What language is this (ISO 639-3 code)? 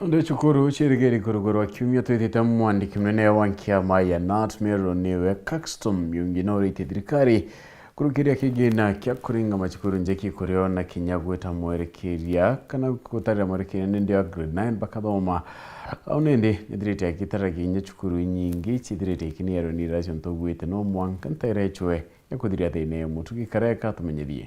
mer